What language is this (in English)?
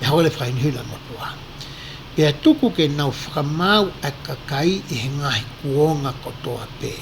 Tongan